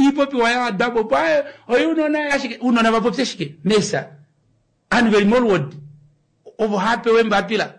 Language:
Kuanyama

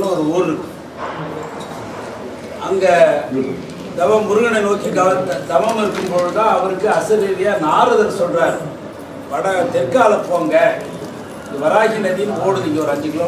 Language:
Tamil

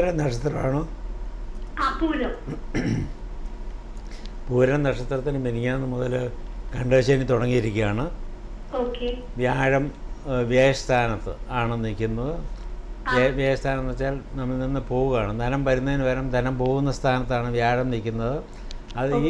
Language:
Malayalam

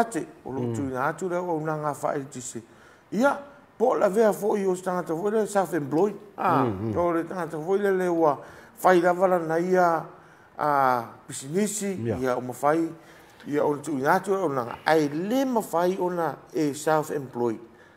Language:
Samoan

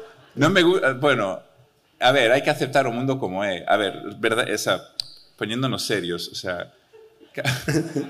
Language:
Galician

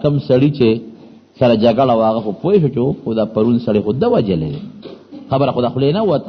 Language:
Pashto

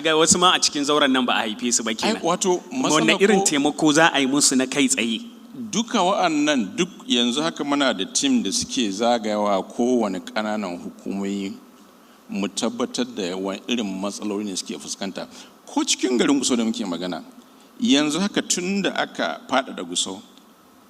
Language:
Hausa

